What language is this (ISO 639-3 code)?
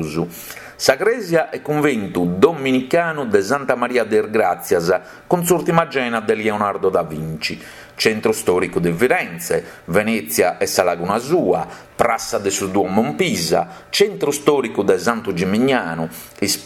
srd